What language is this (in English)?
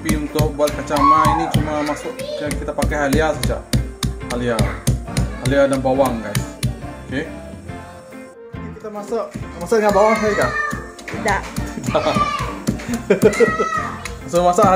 Malay